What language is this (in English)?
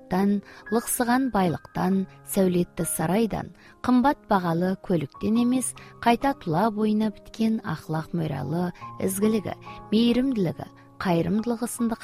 Kazakh